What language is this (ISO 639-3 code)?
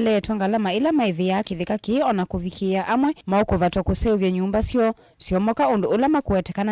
kam